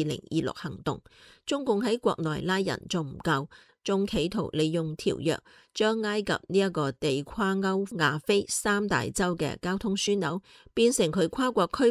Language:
Cantonese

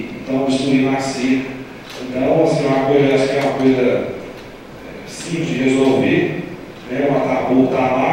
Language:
Portuguese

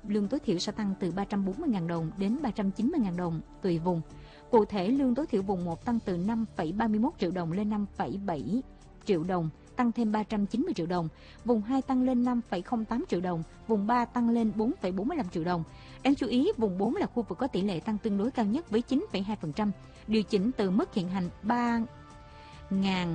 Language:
Vietnamese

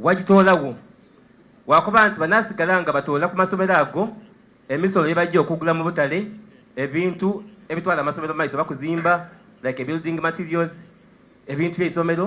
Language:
Soga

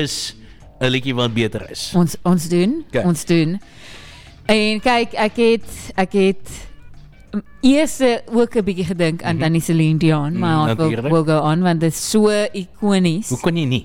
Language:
Afrikaans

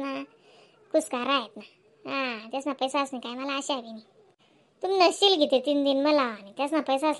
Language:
Khandesi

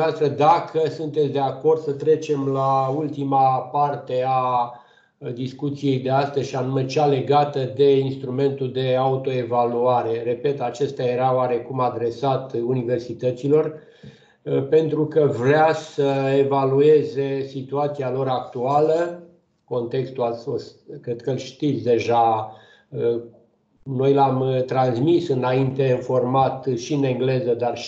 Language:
Romanian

